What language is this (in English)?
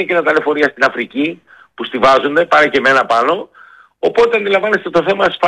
Greek